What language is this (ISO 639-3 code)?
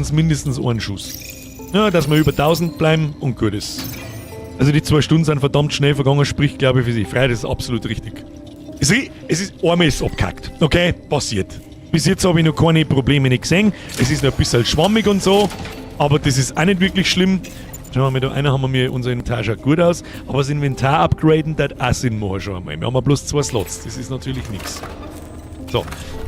bar